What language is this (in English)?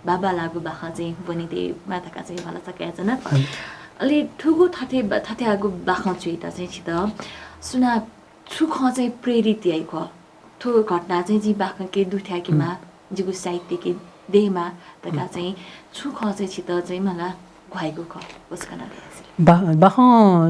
Newari